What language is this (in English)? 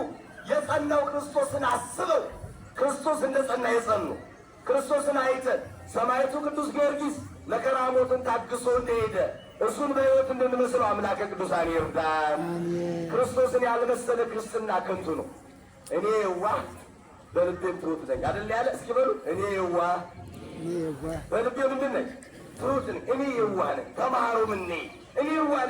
Amharic